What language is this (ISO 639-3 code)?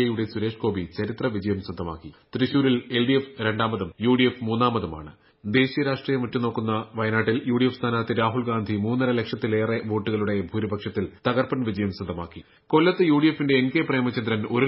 mal